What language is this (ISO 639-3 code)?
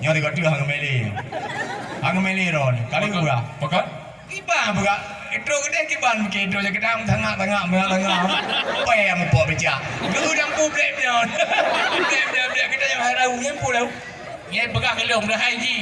ace